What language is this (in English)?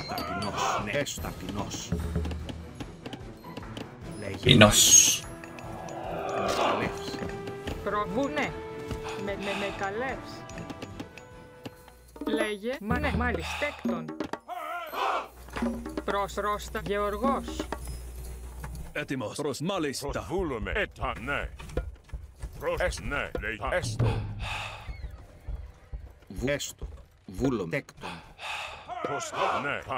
Greek